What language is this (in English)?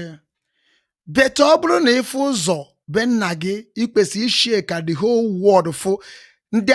Igbo